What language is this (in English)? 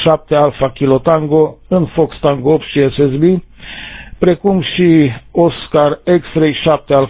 Romanian